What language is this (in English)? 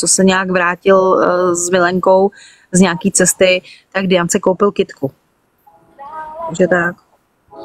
Czech